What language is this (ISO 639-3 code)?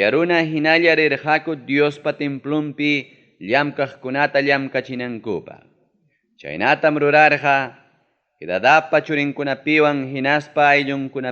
quy